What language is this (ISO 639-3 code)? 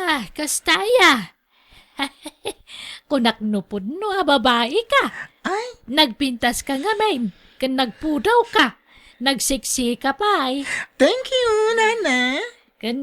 ilo